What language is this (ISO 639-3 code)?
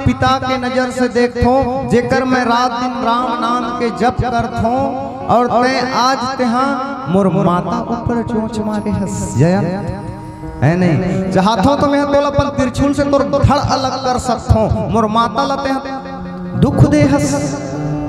hne